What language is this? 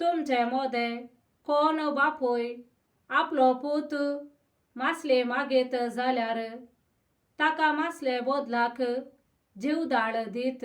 Konkani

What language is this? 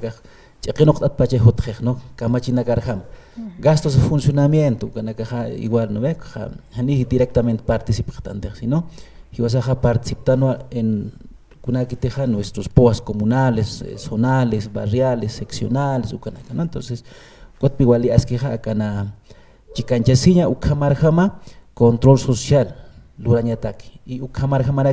Aymara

